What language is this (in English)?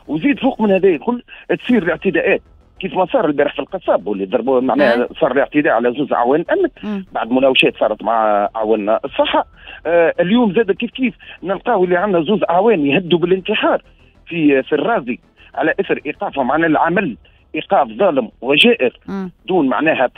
Tunisian Arabic